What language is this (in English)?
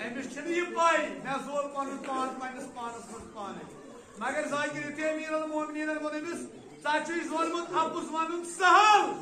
Kashmiri